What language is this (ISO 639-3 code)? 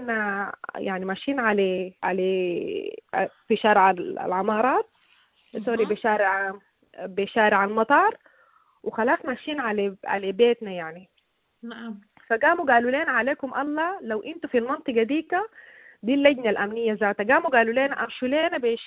apd